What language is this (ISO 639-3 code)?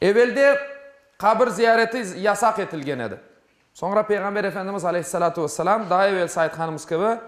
crh